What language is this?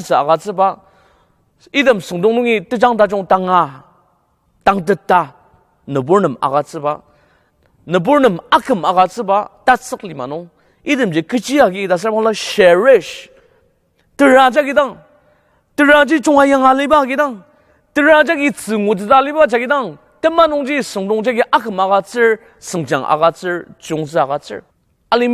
Ao Naga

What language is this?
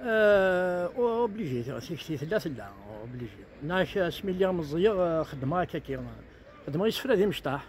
Kabyle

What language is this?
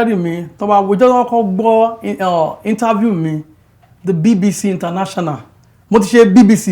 Yoruba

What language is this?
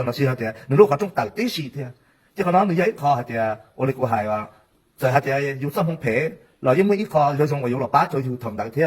Hmong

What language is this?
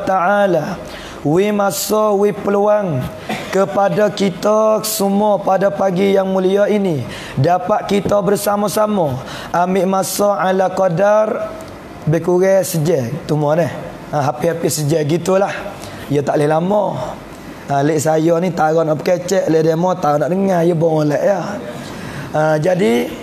Pattani Malay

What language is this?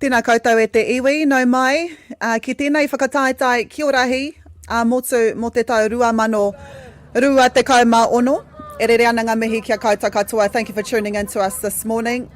Māori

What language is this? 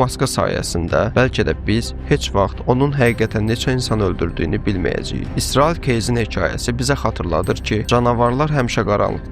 Azerbaijani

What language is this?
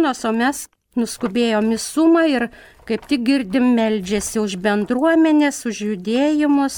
Lithuanian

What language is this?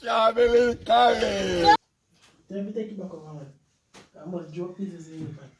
Jamaican Creole English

